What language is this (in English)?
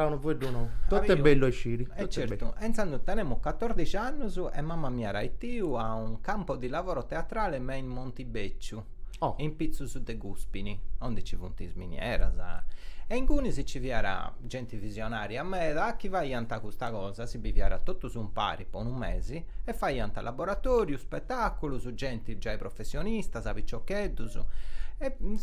Sardinian